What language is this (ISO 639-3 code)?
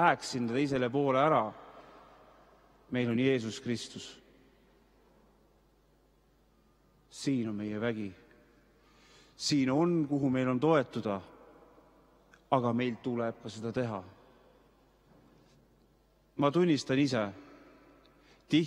est